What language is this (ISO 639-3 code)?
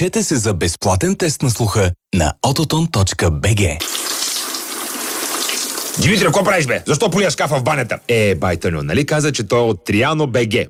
bul